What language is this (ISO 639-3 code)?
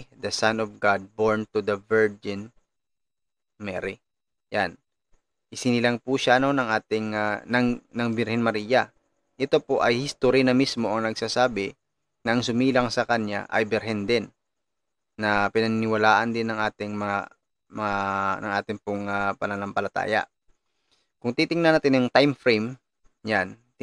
fil